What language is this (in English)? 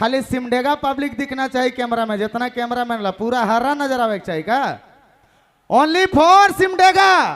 Sadri